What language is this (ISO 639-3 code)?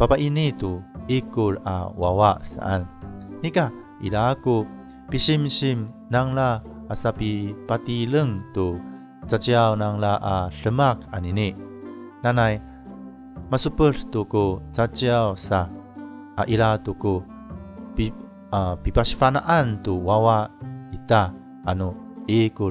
ami